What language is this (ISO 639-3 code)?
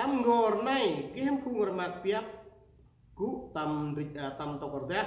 cmo